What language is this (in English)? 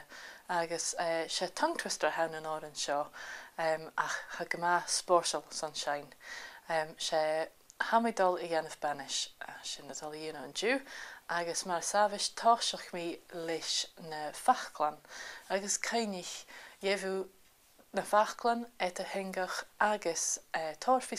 Scottish Gaelic